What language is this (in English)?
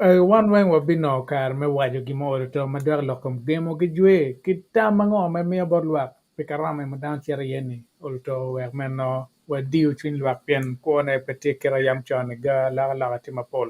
Acoli